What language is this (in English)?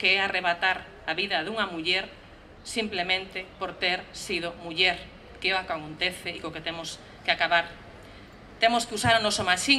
Galician